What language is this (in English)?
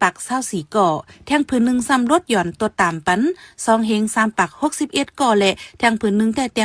Shan